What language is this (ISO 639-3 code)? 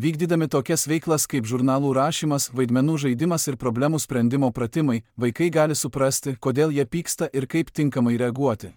lit